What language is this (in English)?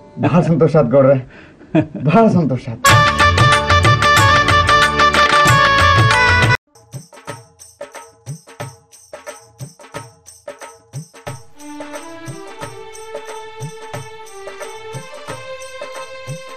Kannada